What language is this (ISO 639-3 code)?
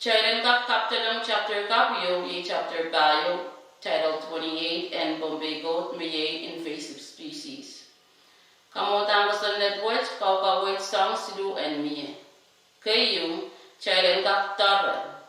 pon